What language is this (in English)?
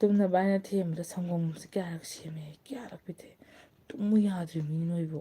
Manipuri